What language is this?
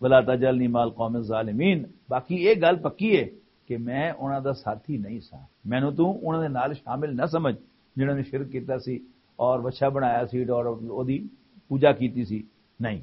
Western Panjabi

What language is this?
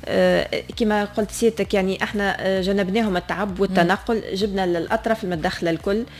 Tunisian Arabic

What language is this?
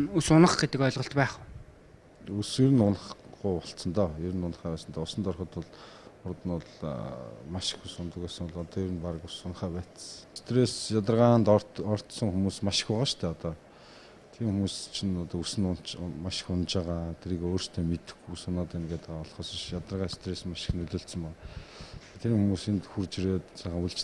Mongolian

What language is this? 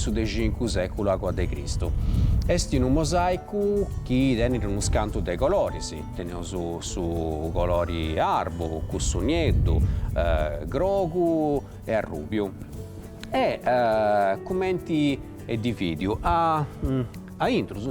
Sardinian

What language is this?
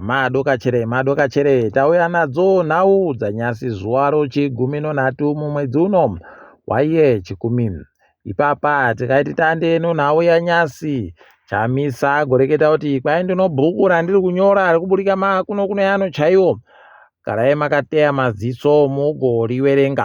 Ndau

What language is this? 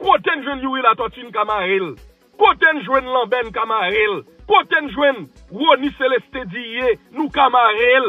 Haitian Creole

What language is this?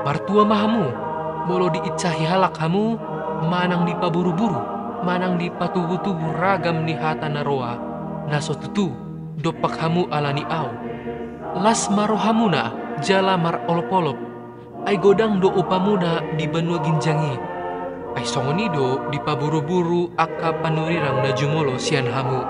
Batak Toba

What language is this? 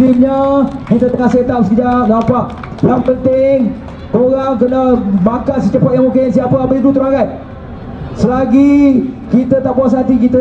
Malay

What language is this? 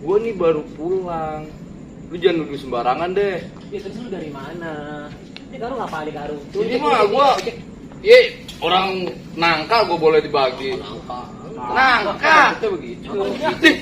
Betawi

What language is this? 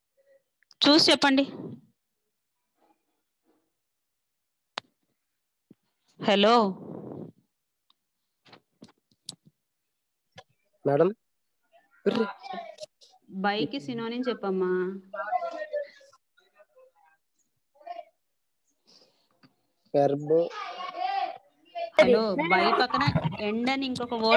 Telugu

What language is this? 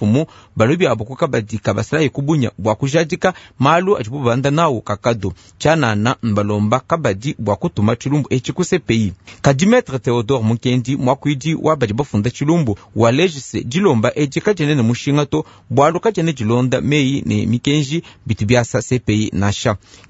Luba-Lulua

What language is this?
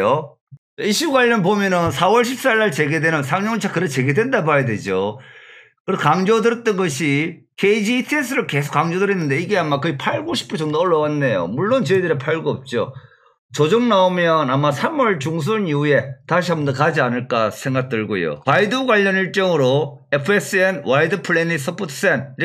Korean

